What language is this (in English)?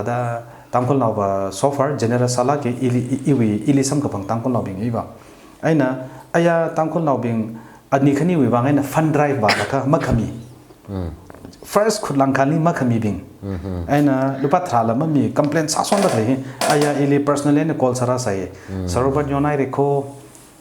Tangkhul Naga (India)